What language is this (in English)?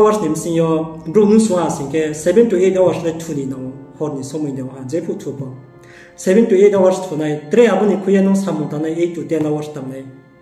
Riang (India)